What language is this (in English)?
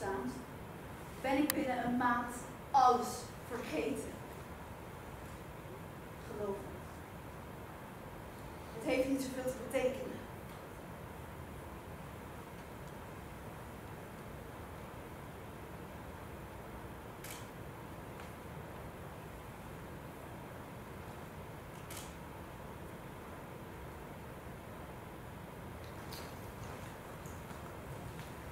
Dutch